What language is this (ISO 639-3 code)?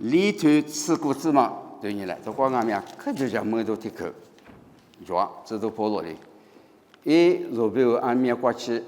lis